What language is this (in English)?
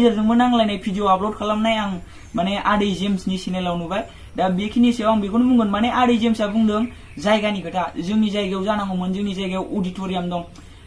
Bodo